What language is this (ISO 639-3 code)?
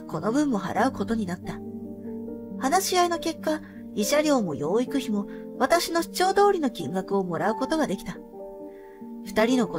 jpn